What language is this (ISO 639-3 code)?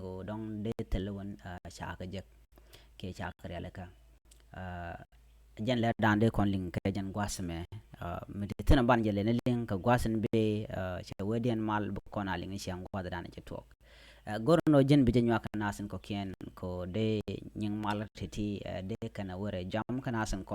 nus